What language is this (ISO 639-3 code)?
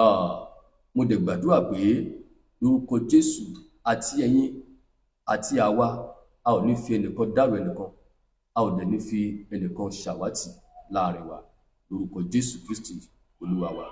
yor